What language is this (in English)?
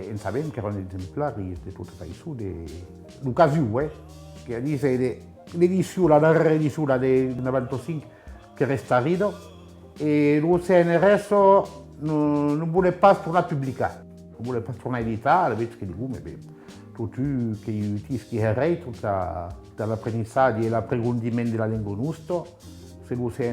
Occitan